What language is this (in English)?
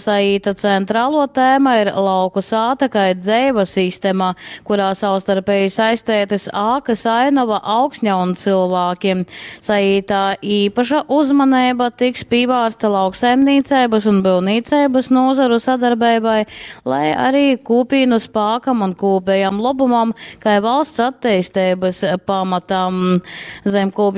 Latgalian